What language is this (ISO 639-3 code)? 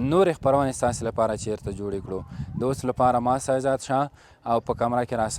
pus